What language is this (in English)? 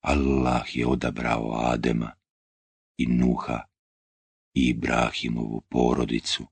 Bosnian